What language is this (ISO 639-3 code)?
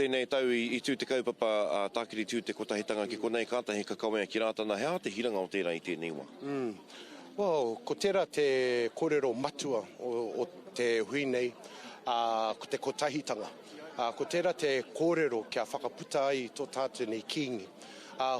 mri